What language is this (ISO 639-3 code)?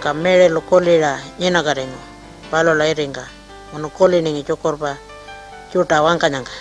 pjt